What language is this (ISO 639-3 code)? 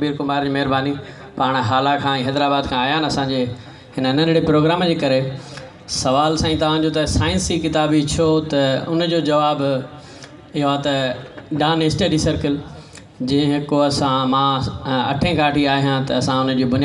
snd